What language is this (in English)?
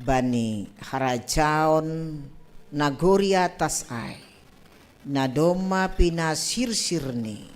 Batak Simalungun